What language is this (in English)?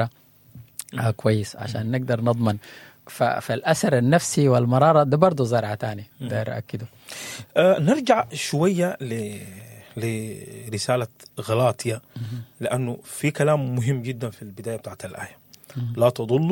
Sudanese Arabic